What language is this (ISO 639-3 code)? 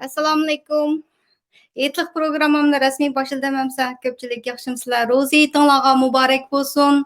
uig